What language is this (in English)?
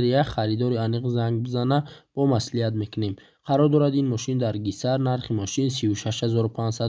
Tajik